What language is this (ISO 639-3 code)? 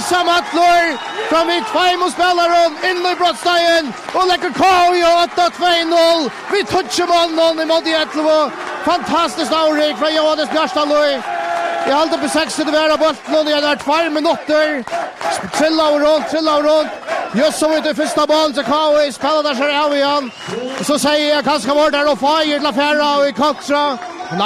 fao